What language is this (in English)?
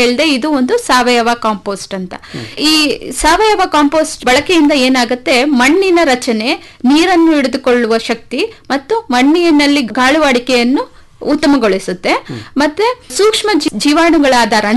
Kannada